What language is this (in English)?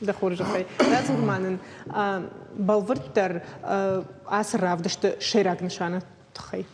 Ossetic